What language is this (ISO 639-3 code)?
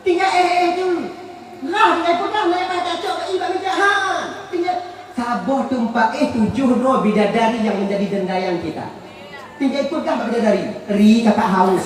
ace